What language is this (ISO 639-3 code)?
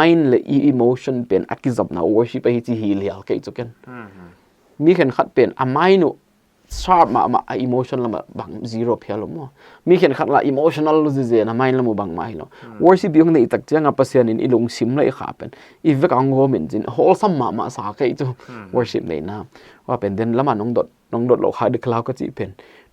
pck